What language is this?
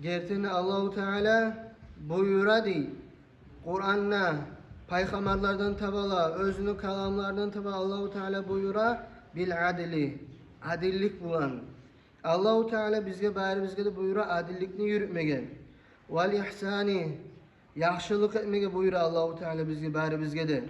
Kumyk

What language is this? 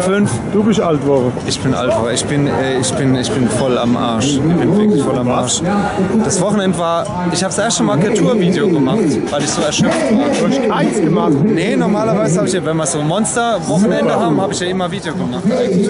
Palatine German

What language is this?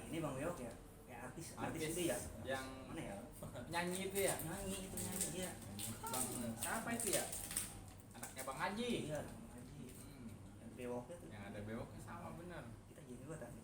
Betawi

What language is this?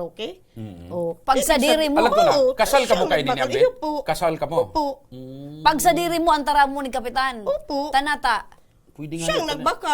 Bikol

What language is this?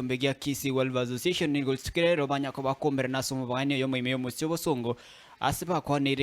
Gusii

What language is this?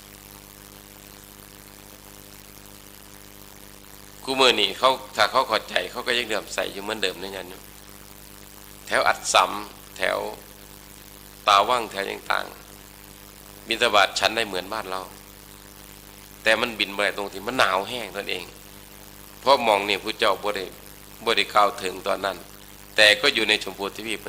Thai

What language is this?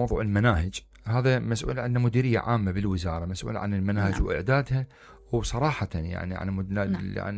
Mesopotamian Arabic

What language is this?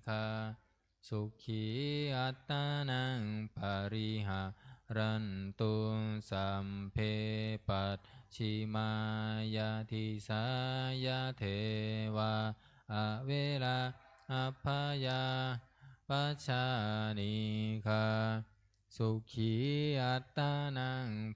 Pali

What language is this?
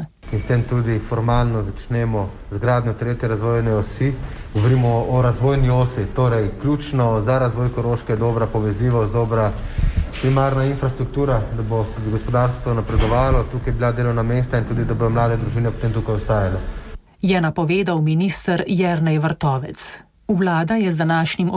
Slovenian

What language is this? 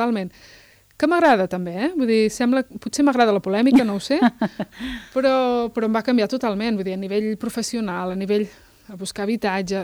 Catalan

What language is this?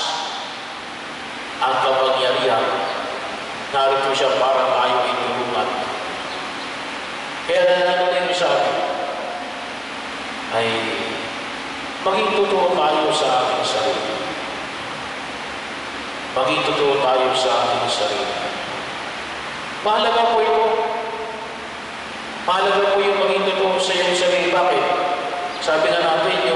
Filipino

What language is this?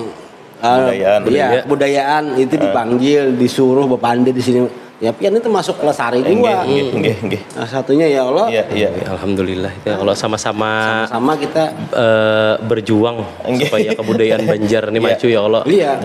Banjar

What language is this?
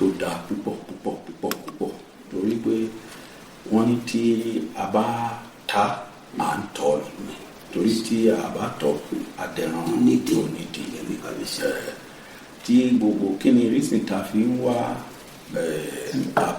Yoruba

